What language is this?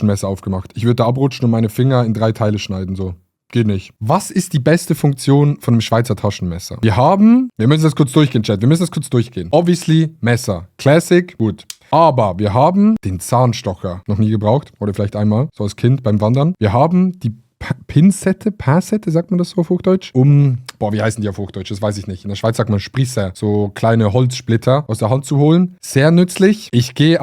Swiss German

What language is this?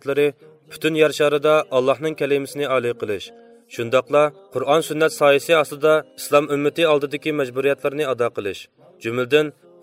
Uyghur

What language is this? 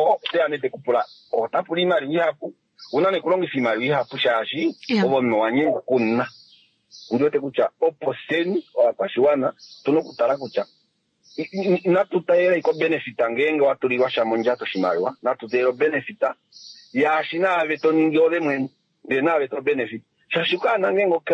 Kuanyama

